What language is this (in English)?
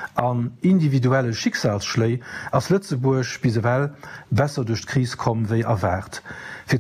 Luxembourgish